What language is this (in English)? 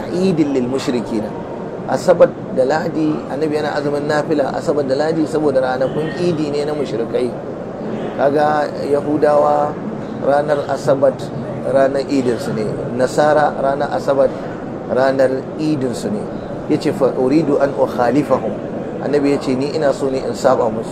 Hausa